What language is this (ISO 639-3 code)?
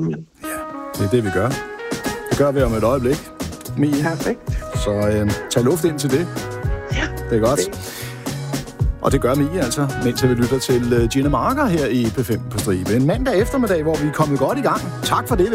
dan